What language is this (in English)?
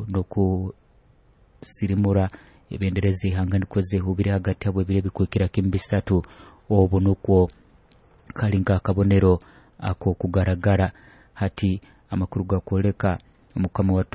Nyoro